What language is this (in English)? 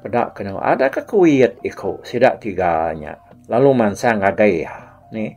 Iban